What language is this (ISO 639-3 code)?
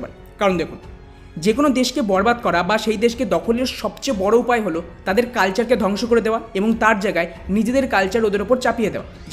ben